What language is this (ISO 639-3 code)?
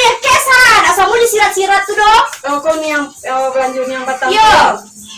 min